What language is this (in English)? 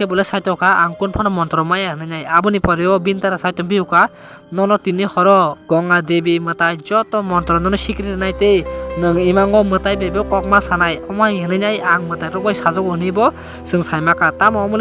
Kok Borok